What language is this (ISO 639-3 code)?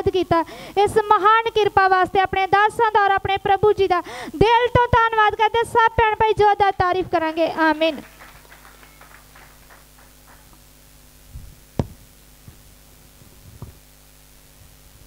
pan